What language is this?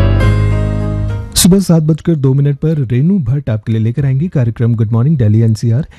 Hindi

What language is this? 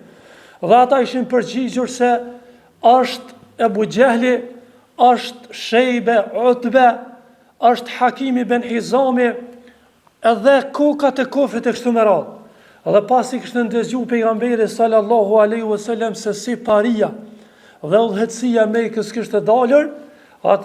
Albanian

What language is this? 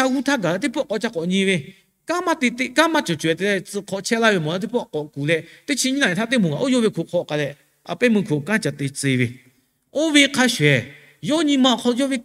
Lahu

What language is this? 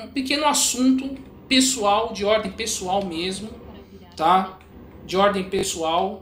Portuguese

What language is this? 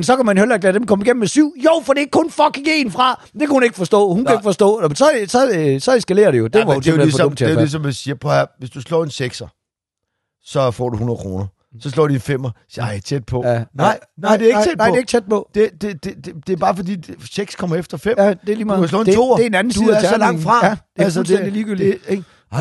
Danish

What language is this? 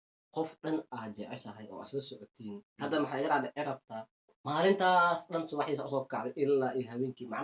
Somali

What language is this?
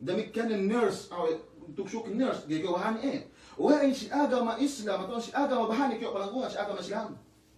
Yakan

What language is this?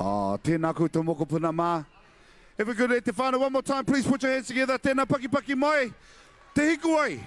Māori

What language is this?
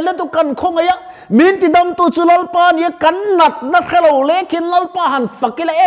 Mizo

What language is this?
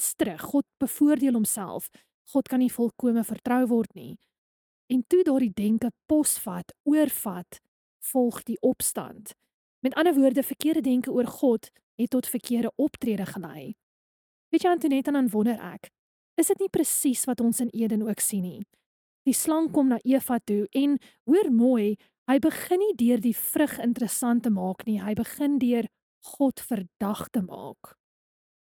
Afrikaans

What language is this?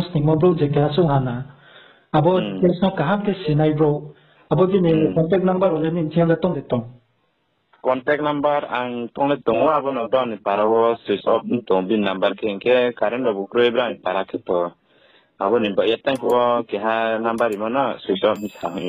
Riang (India)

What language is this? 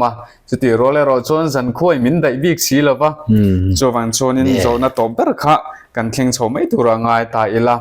Mizo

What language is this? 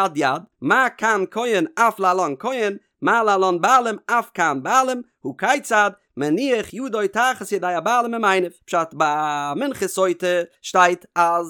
Yiddish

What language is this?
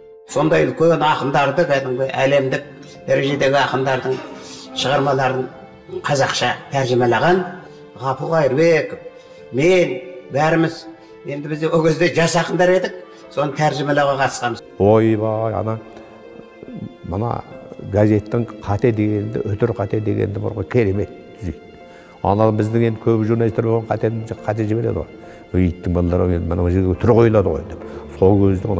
Kazakh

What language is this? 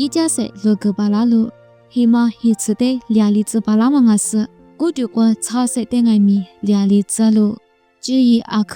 Lisu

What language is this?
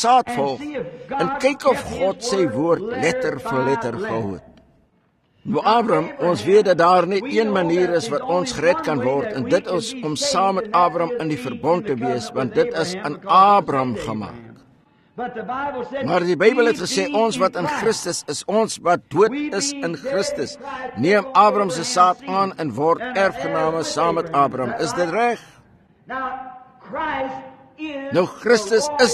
Afrikaans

